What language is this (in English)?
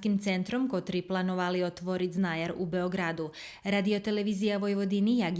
Rusyn